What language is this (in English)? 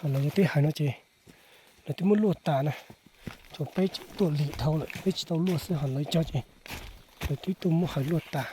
Hmong